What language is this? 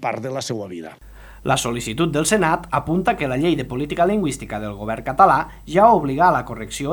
Catalan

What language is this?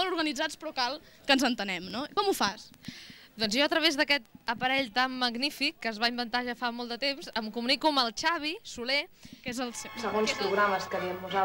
Catalan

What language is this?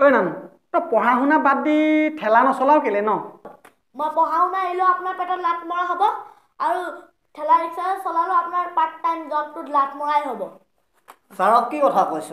Assamese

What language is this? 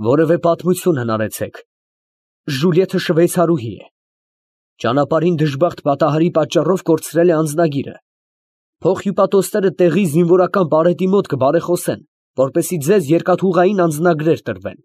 Armenian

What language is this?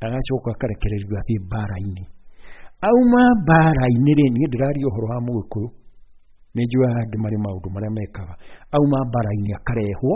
Kikuyu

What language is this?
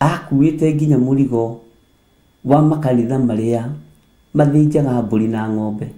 Kikuyu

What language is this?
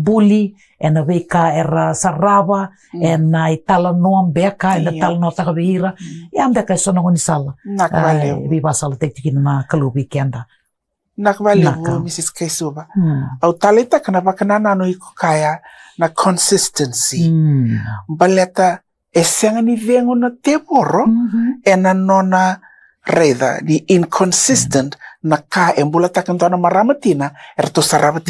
Fijian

